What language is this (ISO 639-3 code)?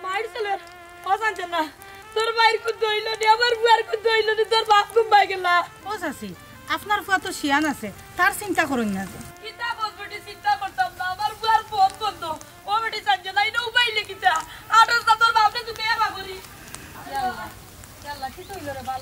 syl